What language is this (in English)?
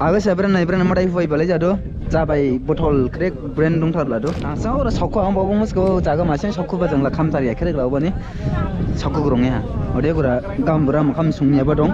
Dimasa